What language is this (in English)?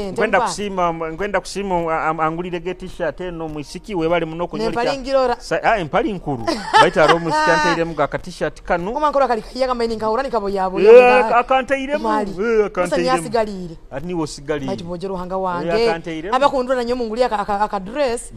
Nyoro